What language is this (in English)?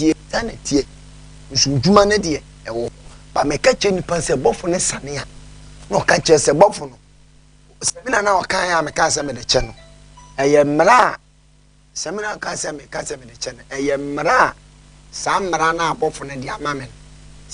Akan